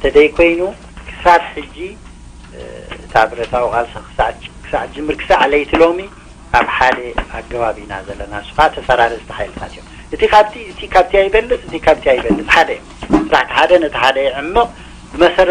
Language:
Tigrinya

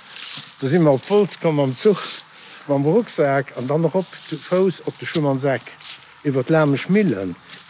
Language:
Luxembourgish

